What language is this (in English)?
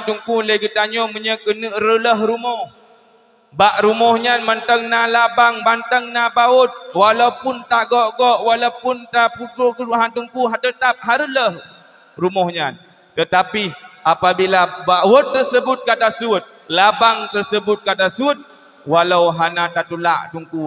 Achinese